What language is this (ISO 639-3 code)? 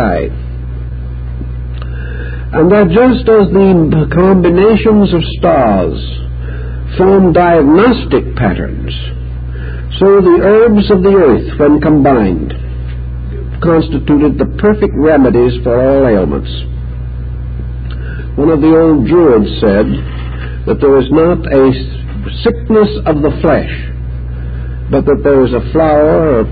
eng